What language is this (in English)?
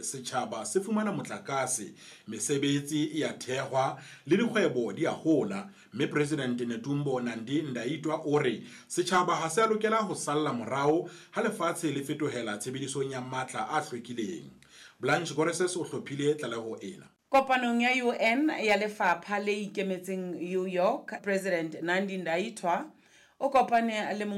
Southern Sotho